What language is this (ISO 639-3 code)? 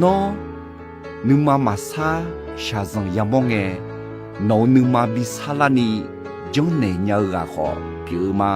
ahk